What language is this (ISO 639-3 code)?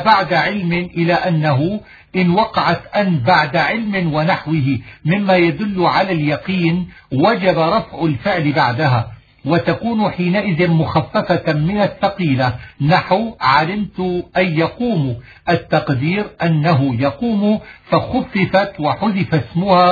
ara